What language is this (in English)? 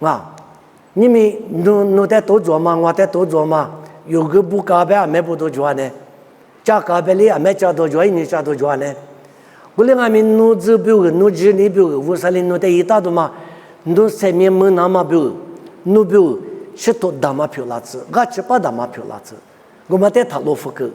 Lisu